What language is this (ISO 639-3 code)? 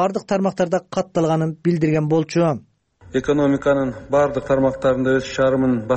kir